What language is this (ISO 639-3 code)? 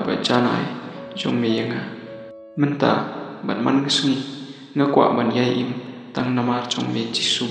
kha